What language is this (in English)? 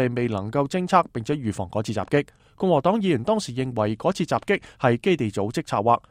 Cantonese